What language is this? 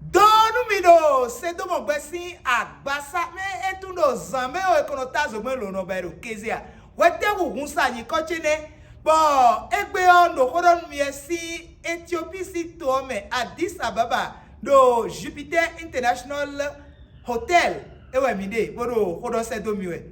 Fon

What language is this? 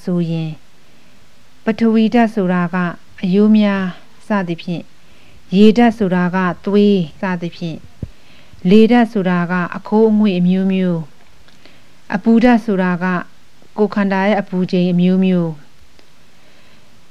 Burmese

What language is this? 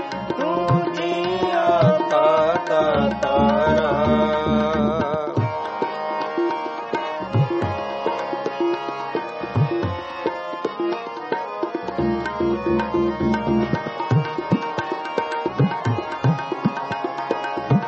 Punjabi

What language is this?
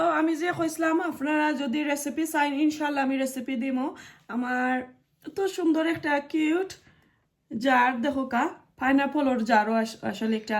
Sylheti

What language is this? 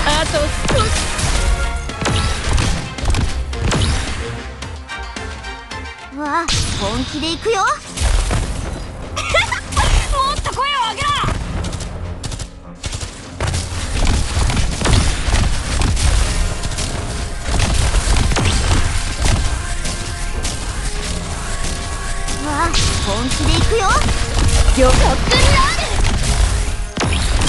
Japanese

